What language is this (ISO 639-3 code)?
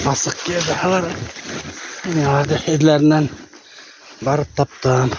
bak